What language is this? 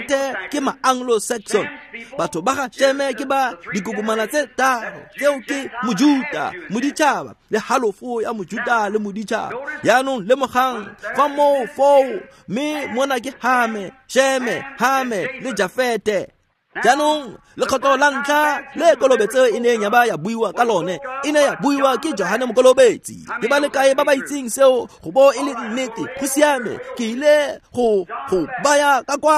Tswana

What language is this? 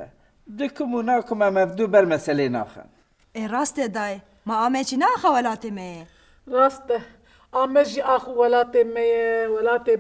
Kurdish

